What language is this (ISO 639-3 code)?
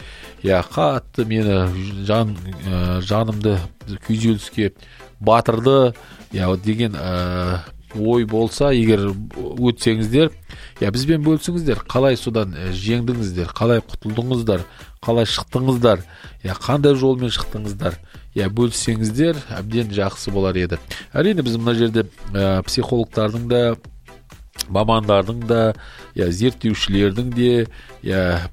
kaz